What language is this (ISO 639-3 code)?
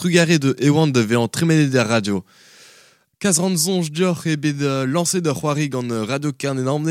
bre